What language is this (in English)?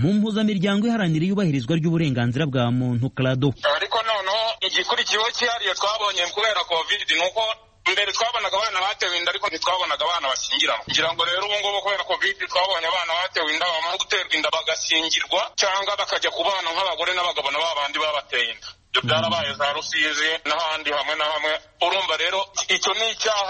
Kinyarwanda